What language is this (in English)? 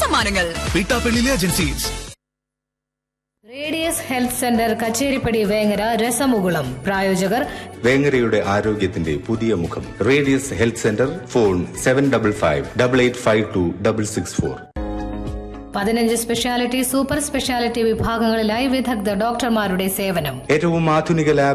Malayalam